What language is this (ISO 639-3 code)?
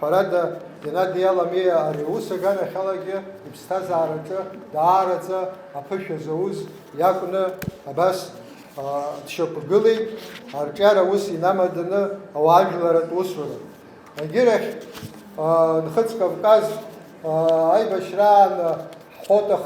abk